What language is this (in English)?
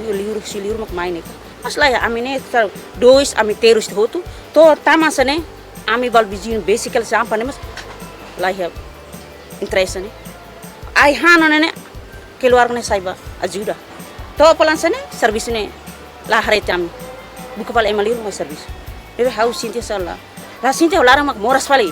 Tetum